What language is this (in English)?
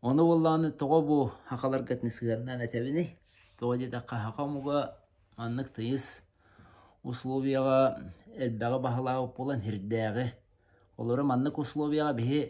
Yakut